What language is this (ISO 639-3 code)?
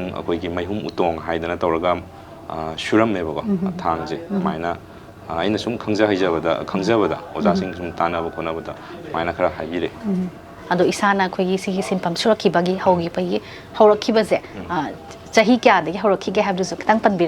mni